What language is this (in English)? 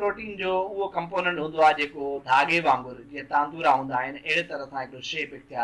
Sindhi